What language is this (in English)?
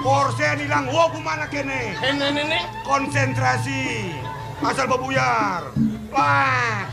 Balinese